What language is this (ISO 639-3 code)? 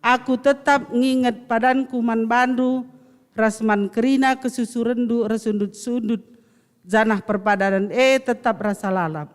btx